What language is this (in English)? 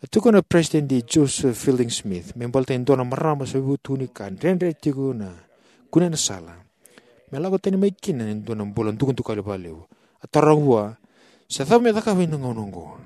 Fijian